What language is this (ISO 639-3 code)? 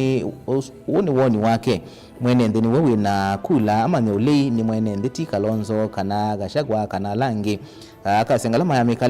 kam